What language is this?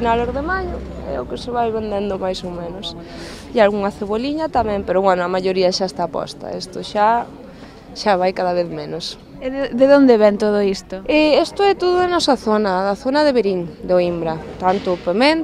Galician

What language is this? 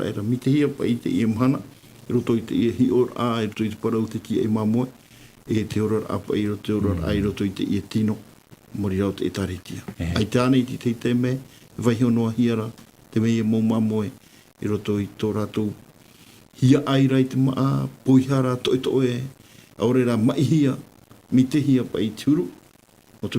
Tahitian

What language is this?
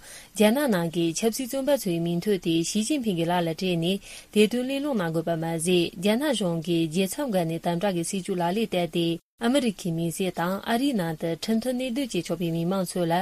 Tibetan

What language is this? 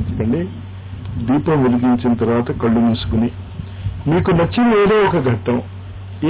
Telugu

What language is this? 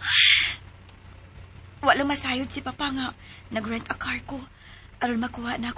Cebuano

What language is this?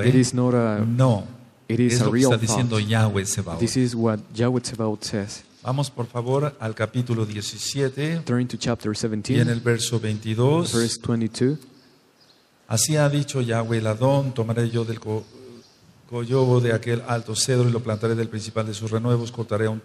Spanish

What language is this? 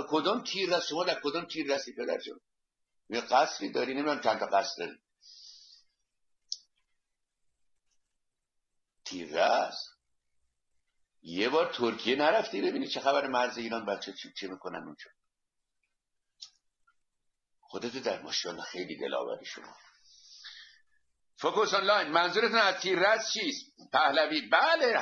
Persian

